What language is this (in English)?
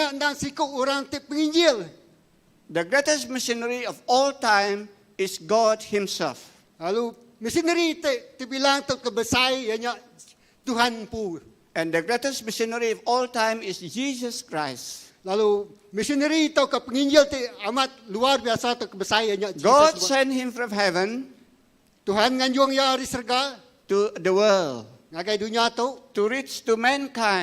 Iban